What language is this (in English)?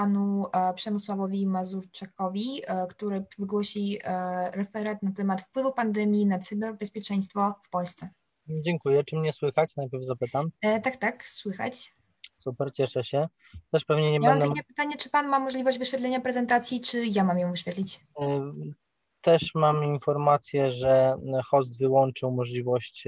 Polish